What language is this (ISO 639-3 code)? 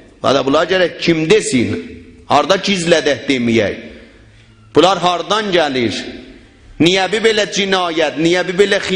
azb